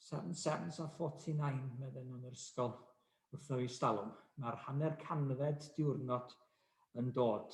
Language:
Welsh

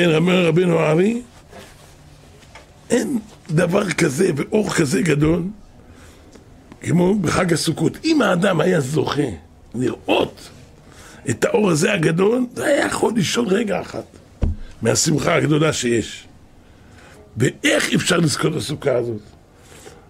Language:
Hebrew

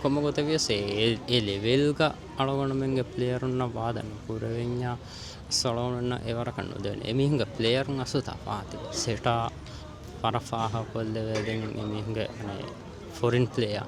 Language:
Divehi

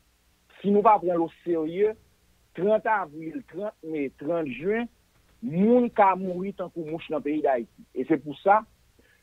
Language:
Haitian Creole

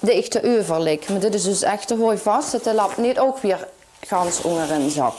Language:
Limburgish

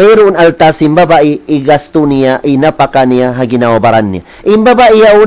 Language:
Tausug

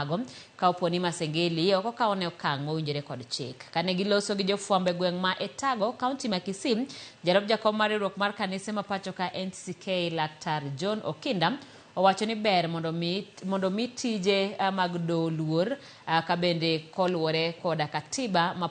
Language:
Luo (Kenya and Tanzania)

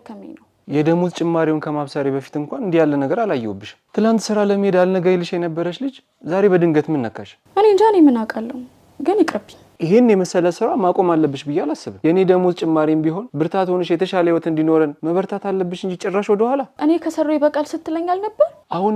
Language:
Amharic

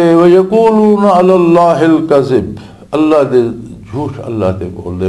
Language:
Western Panjabi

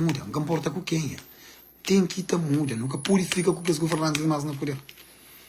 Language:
Kabuverdianu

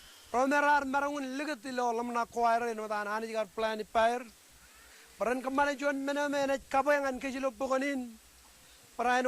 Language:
Marshallese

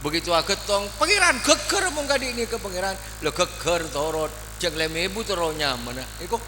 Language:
Madurese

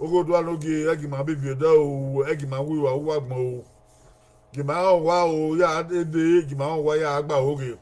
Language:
Bini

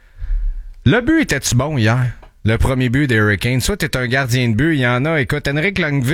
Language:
French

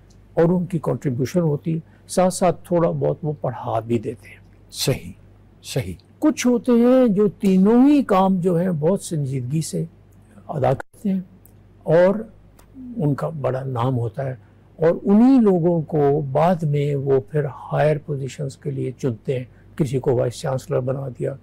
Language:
Urdu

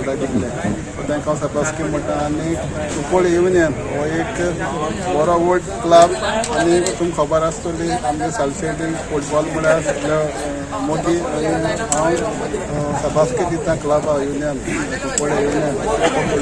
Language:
Konkani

